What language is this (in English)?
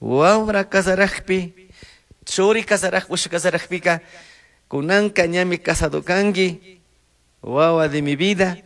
Chimborazo Highland Quichua